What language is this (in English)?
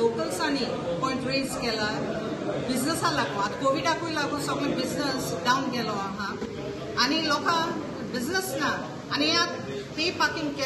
Konkani